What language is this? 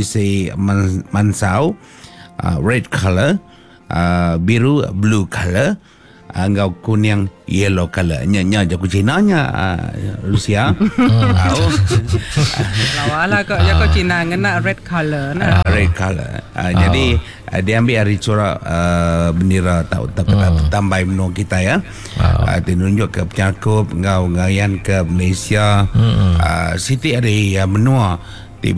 Iban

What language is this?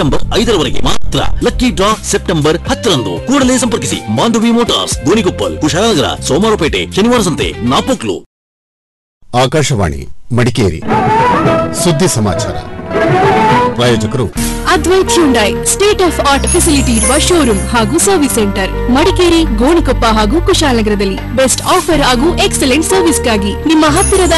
Kannada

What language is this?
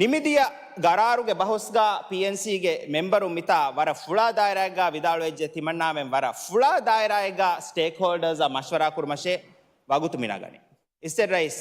Divehi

